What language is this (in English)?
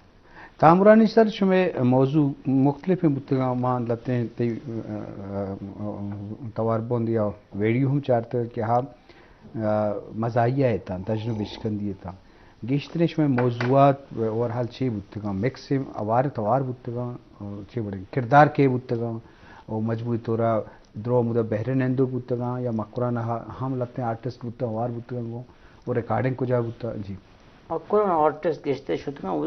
Baluchi